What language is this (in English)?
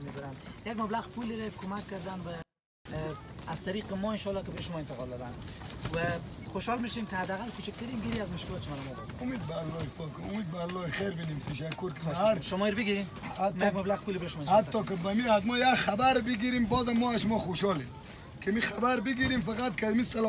Persian